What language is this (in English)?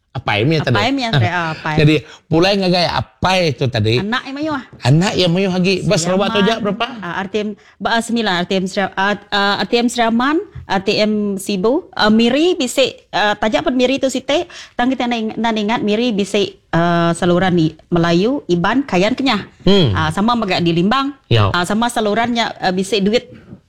Iban